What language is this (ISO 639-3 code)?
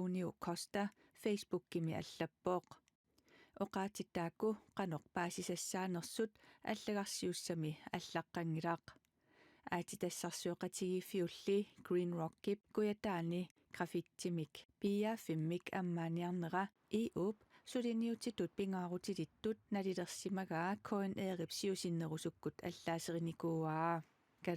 kal